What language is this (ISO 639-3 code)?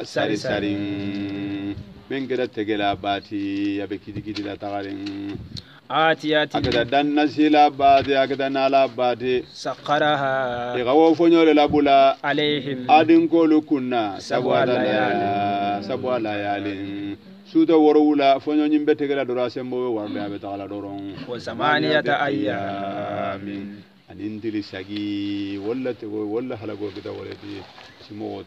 hau